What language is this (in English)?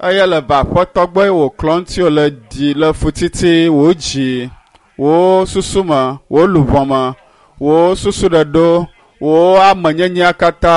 Ewe